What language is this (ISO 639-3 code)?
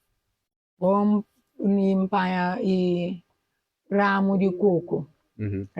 kea